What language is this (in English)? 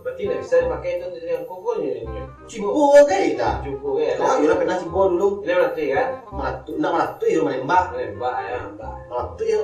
Minangkabau